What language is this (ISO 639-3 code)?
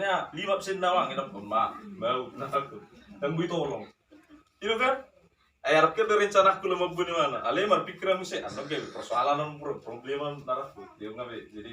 bbc